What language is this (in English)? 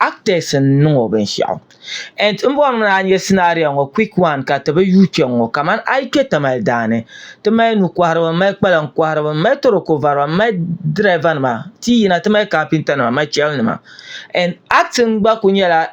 Dagbani